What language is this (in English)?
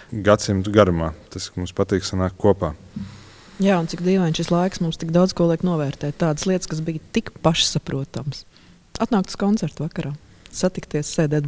Latvian